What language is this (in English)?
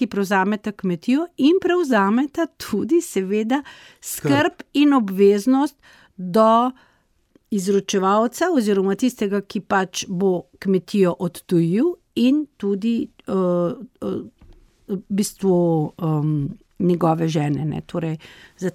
Slovenian